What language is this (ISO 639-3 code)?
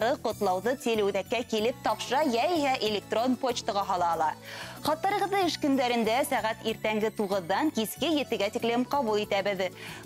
bak